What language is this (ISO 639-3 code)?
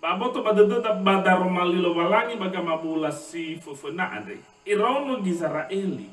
nia